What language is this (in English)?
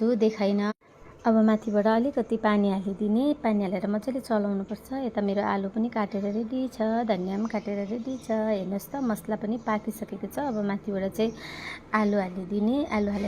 Nepali